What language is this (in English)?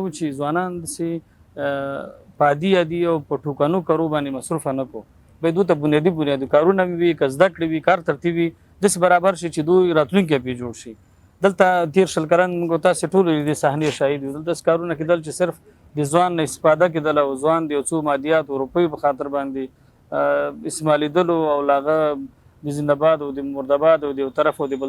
Pashto